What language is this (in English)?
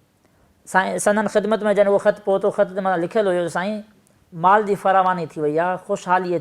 Sindhi